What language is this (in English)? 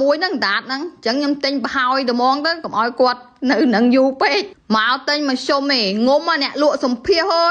Khmer